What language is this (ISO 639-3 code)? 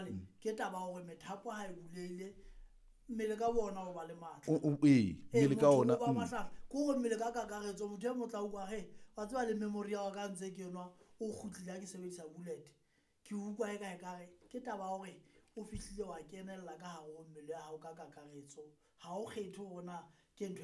sot